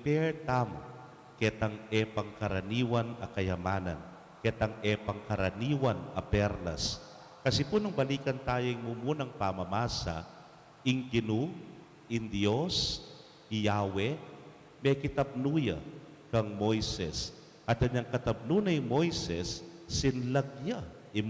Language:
Pampanga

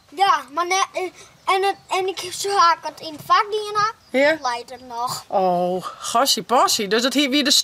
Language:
Western Frisian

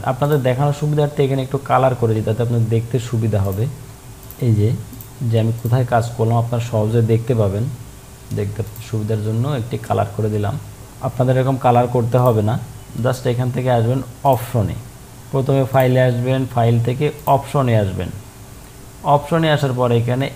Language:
Bangla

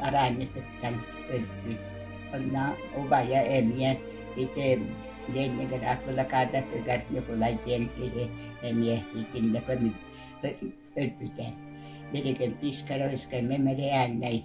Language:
Yakut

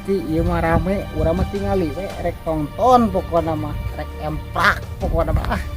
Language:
Sundanese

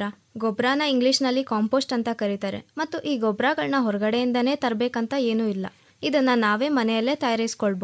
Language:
Kannada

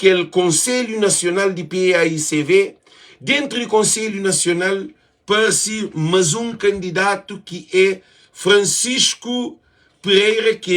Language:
Kabuverdianu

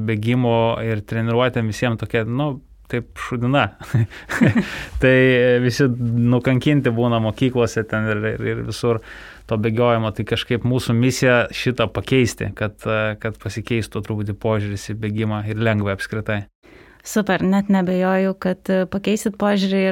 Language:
Lithuanian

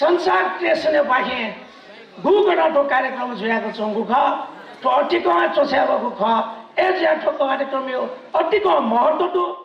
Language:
Newari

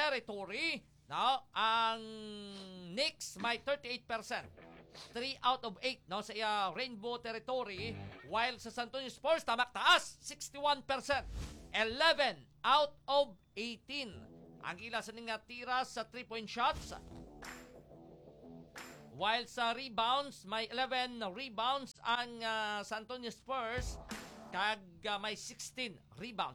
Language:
Hiligaynon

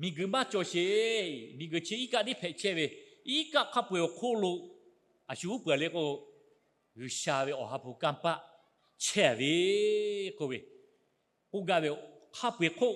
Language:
Lahu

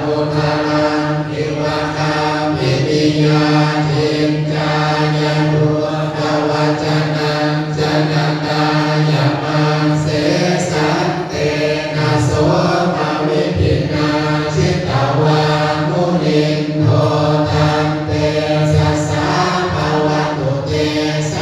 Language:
Pali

